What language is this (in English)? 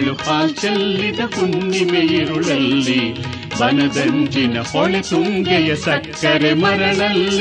Kannada